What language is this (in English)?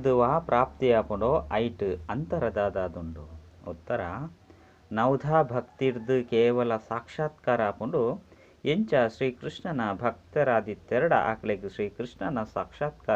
Tulu